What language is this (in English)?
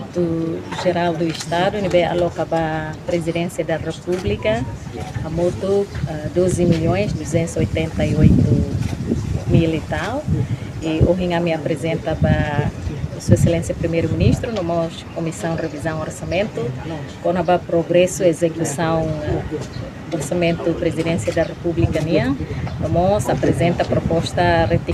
Tetum